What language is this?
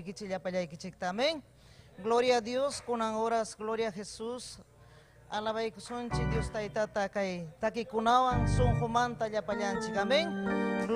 Ayacucho Quechua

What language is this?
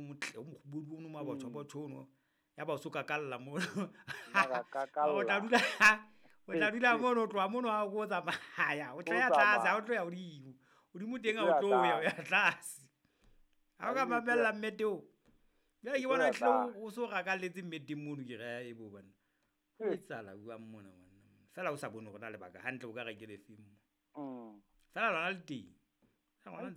Southern Sotho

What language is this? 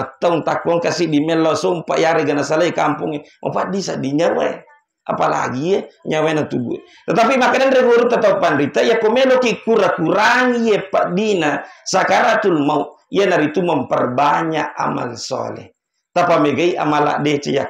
Buginese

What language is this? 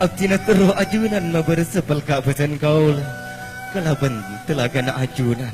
Madurese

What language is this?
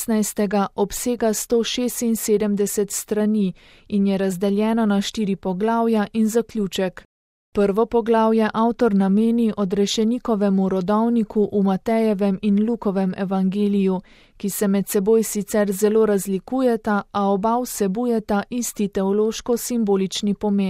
Slovenian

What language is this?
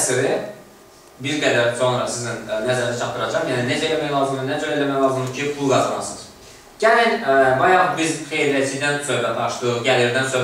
Azerbaijani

